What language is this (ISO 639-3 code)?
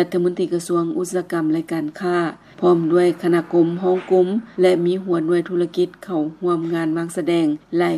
lao